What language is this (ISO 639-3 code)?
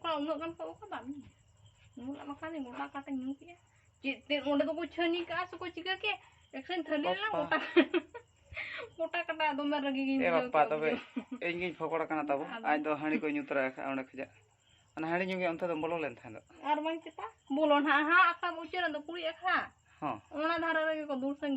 sat